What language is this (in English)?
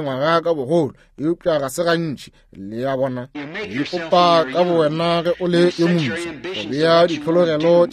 Northern Sotho